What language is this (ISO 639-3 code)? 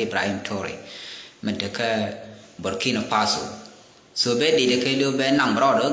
nus